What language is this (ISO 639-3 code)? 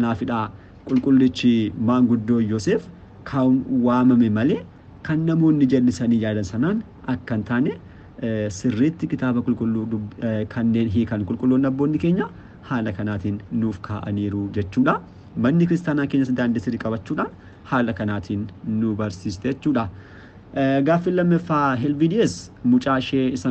orm